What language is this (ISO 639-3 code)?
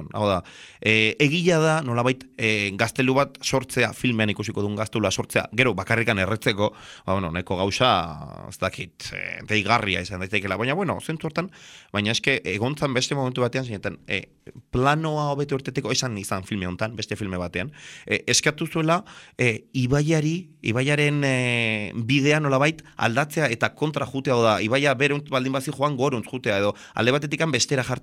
eus